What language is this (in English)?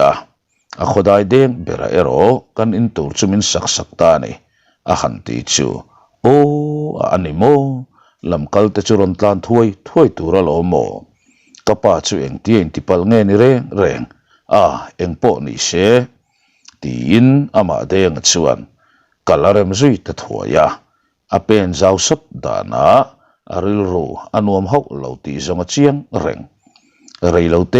Mizo